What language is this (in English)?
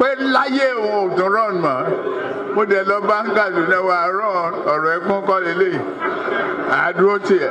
Yoruba